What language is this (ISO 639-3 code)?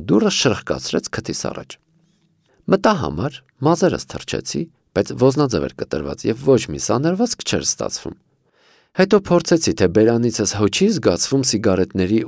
hye